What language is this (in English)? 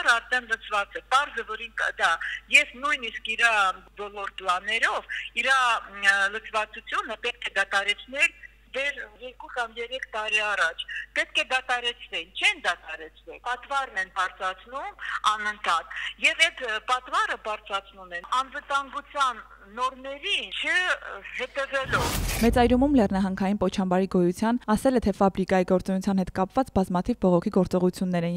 Armenian